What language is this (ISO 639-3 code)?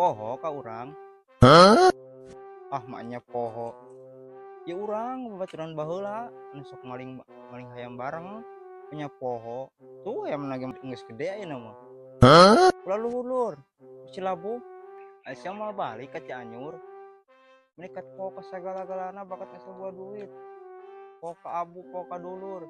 sun